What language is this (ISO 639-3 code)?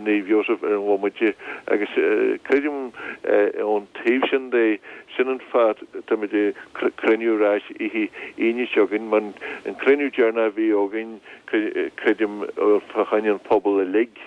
gle